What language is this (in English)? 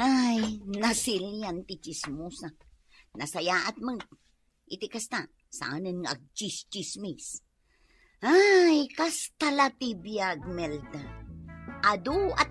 Iloko